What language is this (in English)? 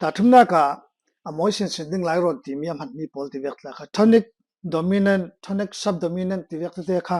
Falam Chin